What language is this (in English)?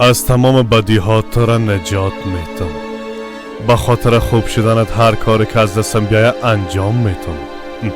Persian